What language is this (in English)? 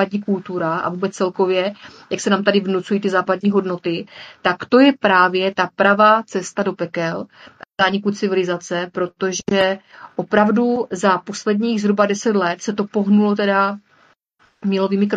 Czech